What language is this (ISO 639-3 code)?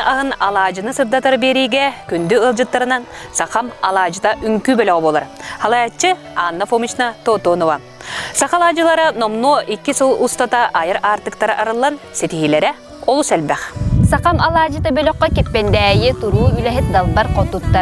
sah